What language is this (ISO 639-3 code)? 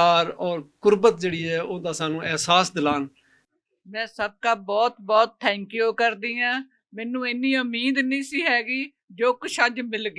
lah